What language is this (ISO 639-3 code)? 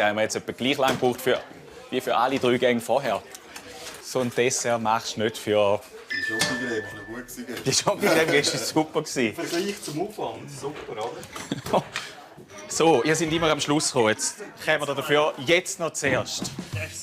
gsw